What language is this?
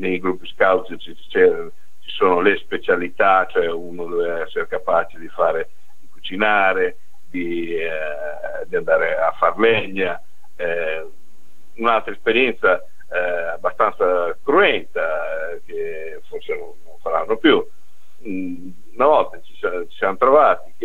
Italian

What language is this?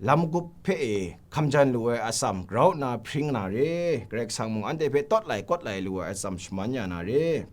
Kachin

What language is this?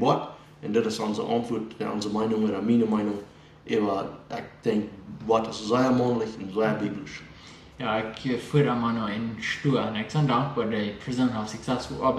Plautdietsch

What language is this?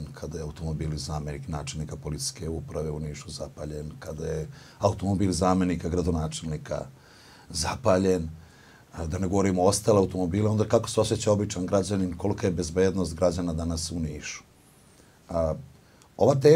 Serbian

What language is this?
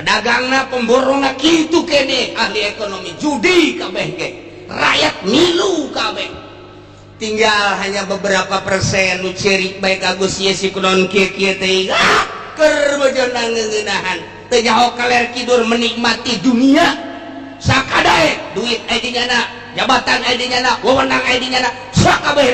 Sundanese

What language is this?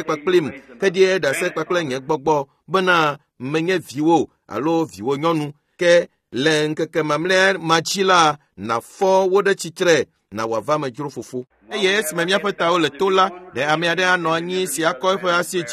Ewe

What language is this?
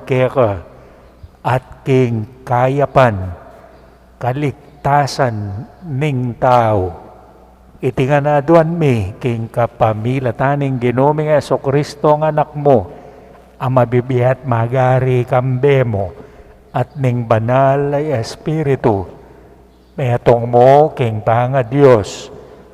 Pampanga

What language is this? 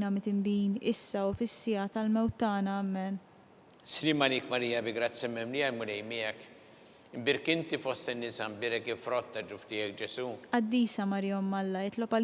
Maltese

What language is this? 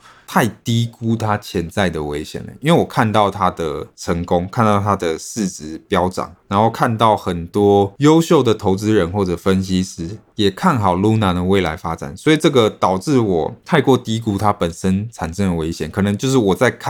Chinese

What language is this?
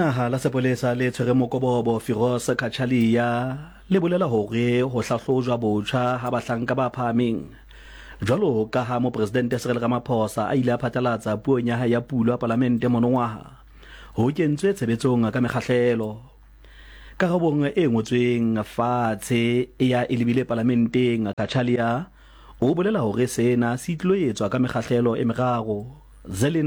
Southern Sotho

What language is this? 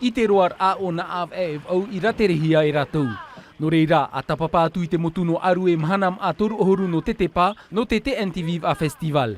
Tahitian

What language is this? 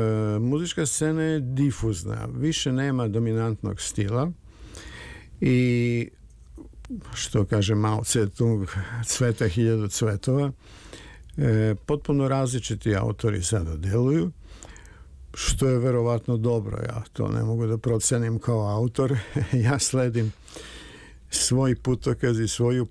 Serbian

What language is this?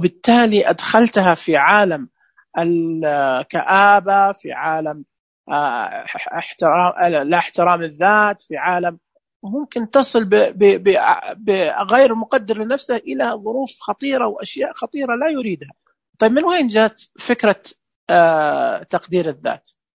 Najdi Arabic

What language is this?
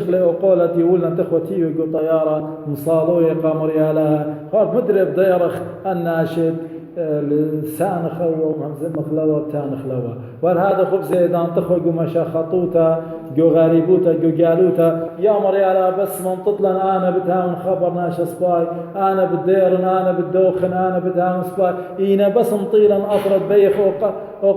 Assyrian Neo-Aramaic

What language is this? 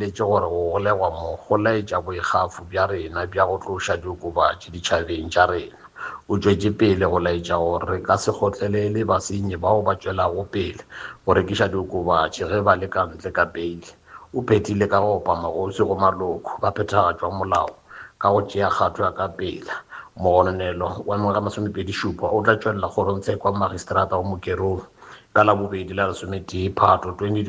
Northern Sotho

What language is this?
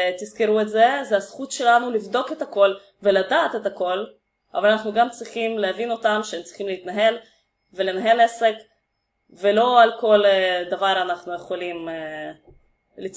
Hebrew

